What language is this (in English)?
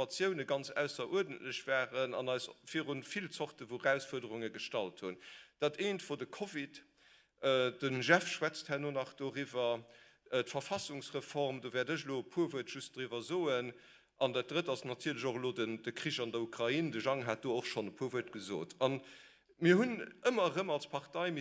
Luxembourgish